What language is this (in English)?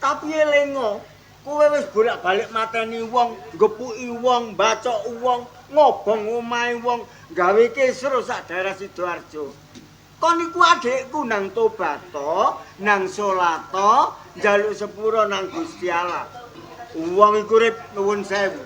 Javanese